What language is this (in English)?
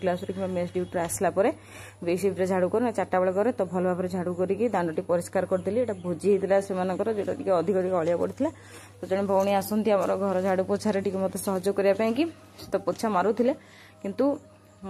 Odia